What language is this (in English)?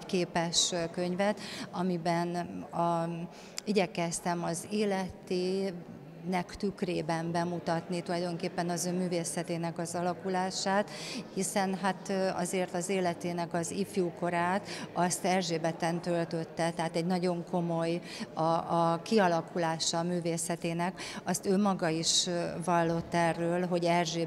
Hungarian